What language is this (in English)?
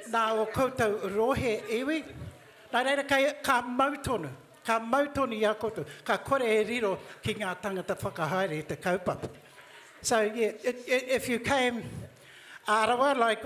Māori